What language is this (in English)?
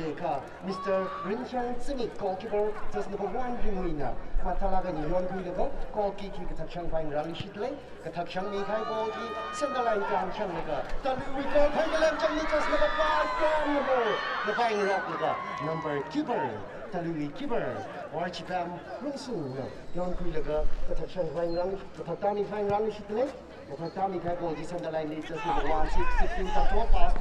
Tangkhul Naga (India)